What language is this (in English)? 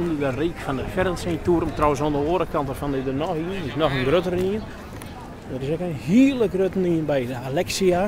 Western Frisian